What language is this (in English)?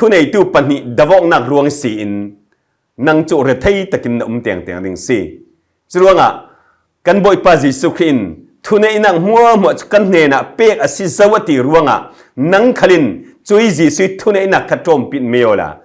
Falam Chin